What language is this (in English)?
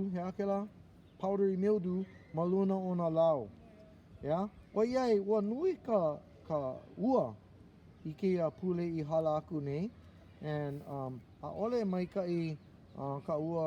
Hawaiian